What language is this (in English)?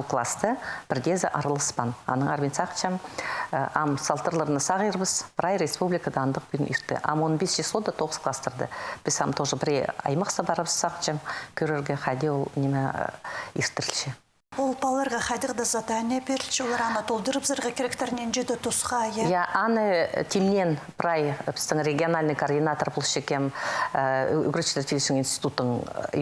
Khakas